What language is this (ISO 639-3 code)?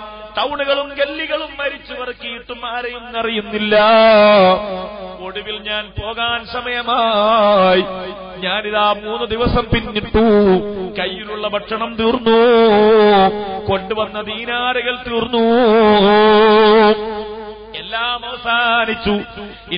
mal